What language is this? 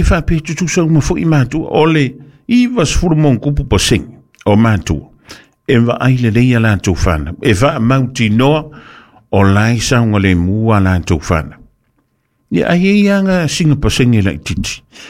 Samoan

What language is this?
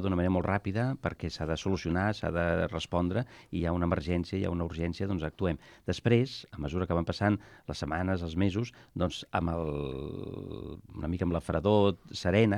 Catalan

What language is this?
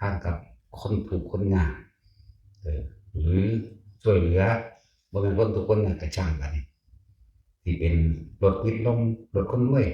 Northeastern Thai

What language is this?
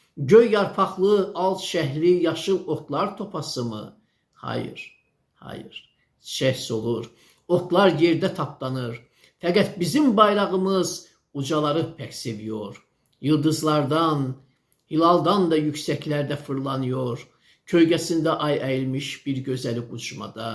Azerbaijani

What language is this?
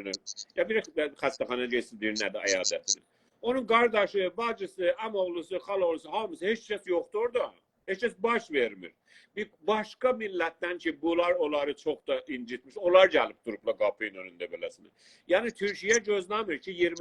South Azerbaijani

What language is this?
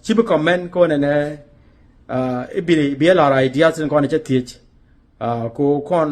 Nuer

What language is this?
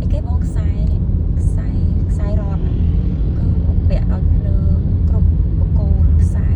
Khmer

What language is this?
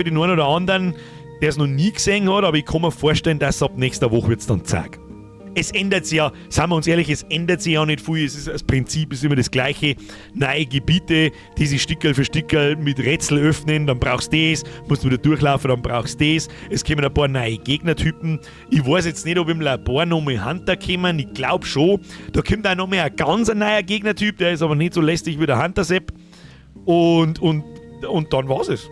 Bavarian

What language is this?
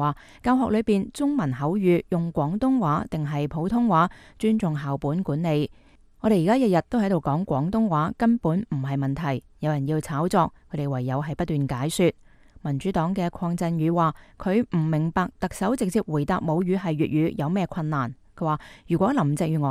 Cantonese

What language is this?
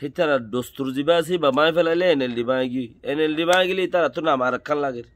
Rohingya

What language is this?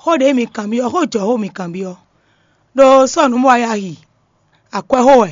Fon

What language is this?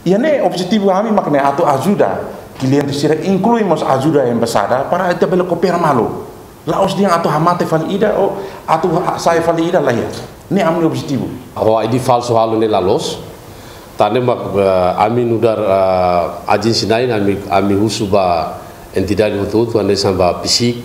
Tetum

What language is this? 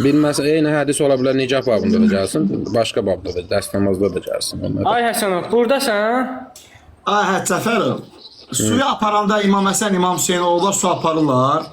Azerbaijani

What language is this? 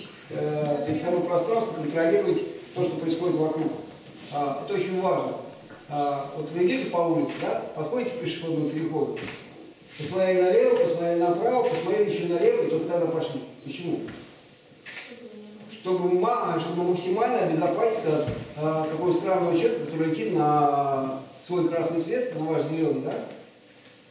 Russian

